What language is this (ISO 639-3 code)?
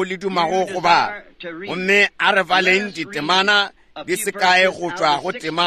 nso